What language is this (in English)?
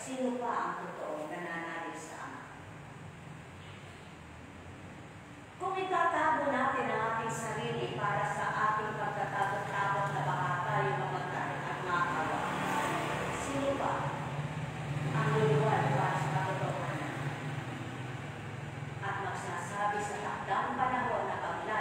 Filipino